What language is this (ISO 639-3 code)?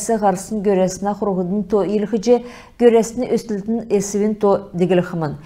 xal